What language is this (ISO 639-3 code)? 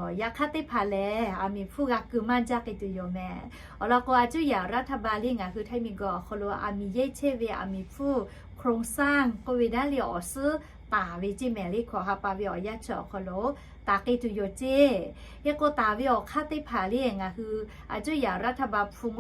lhu